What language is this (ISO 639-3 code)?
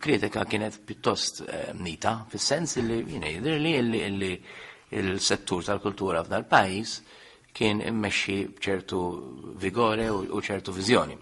mlt